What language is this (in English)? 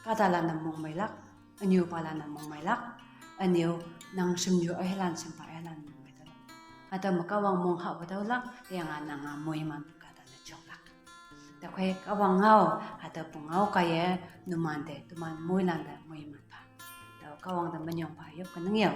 Konyak Naga